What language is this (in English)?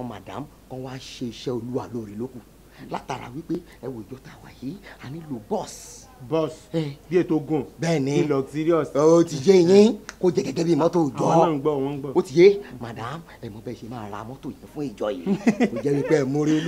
Yoruba